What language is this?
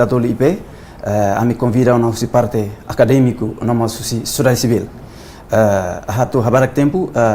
Tetum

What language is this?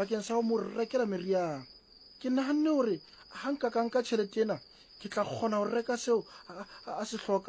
Southern Sotho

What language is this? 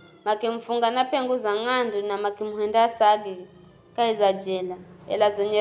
Giryama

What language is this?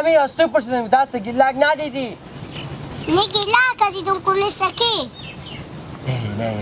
Hazaragi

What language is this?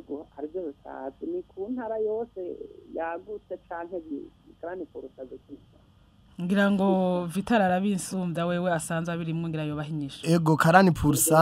Rundi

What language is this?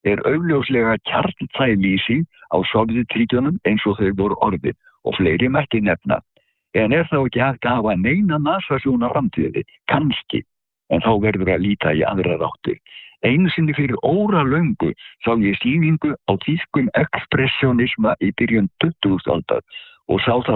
Icelandic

